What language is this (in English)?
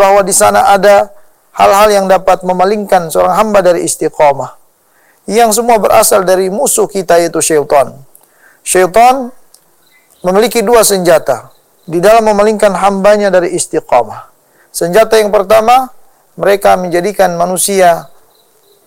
Indonesian